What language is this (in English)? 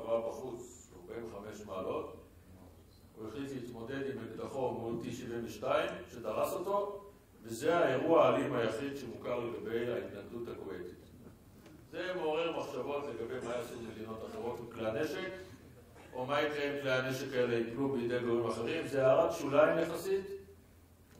Hebrew